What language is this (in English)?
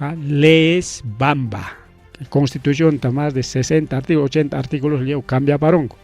Ayacucho Quechua